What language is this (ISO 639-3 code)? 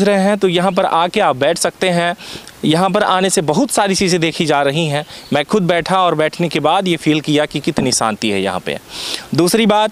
hin